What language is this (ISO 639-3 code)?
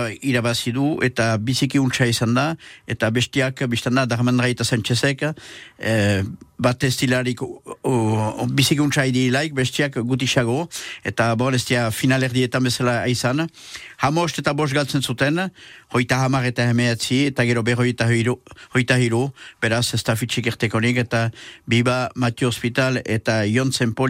eus